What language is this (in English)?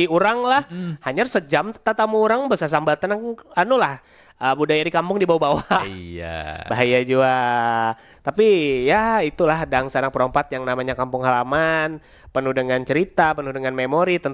Banjar